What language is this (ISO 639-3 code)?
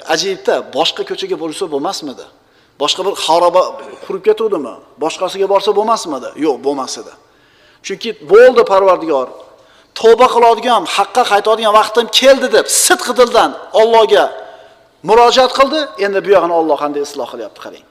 uzb